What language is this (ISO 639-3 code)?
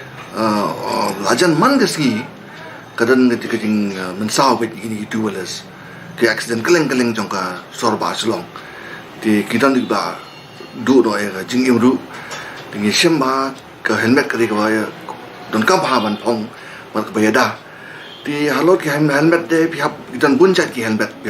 kha